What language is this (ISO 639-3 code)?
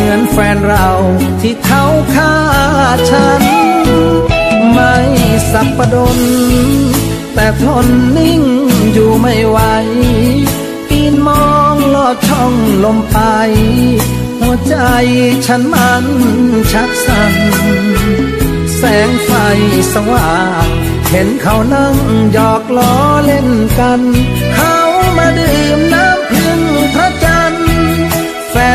tha